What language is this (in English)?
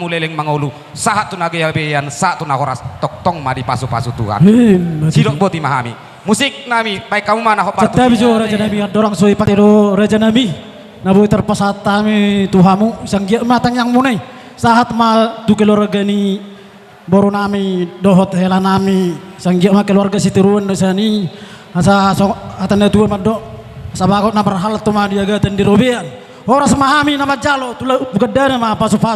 Batak Toba